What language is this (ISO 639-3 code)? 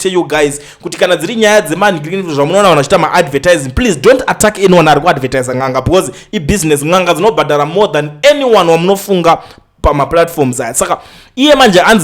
sna